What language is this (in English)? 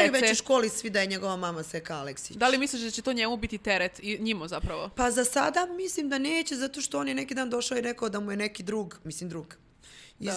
Serbian